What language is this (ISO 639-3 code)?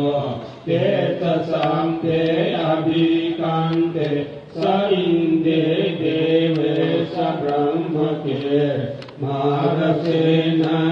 pli